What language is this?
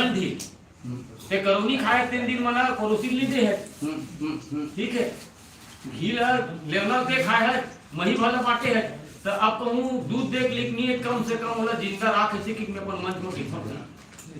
Chhattisgarhi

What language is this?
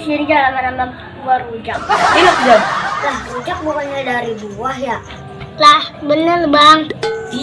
Betawi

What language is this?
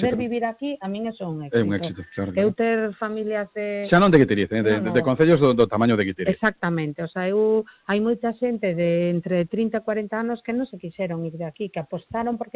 Galician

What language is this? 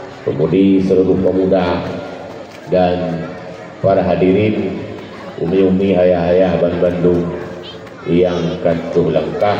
Achinese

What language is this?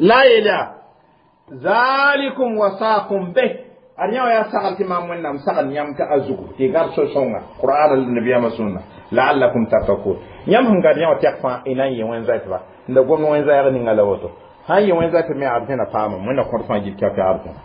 Mossi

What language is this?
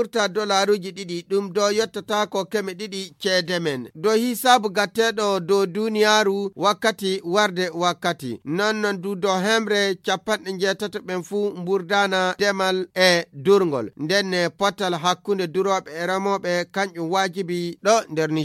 Fula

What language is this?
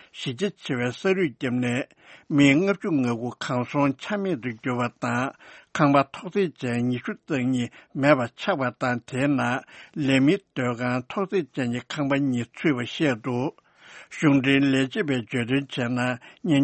Tibetan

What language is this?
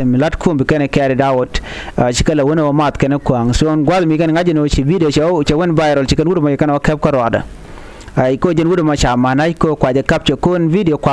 Nuer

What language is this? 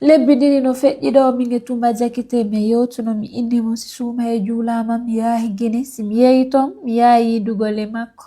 Fula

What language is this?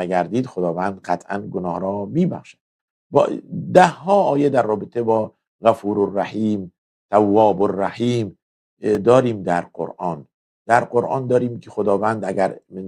Persian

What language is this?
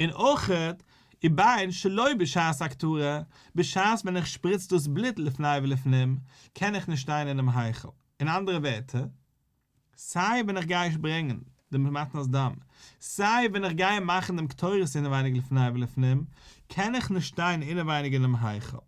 Yiddish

